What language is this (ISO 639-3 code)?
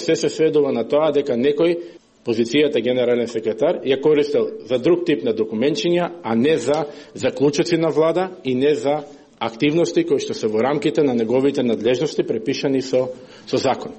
mkd